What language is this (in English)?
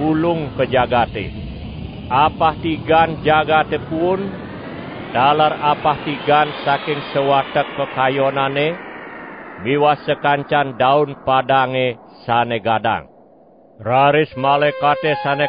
Balinese